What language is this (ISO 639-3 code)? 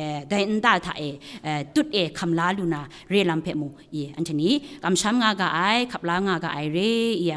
kac